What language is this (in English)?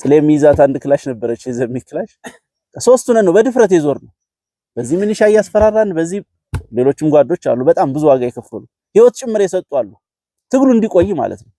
Amharic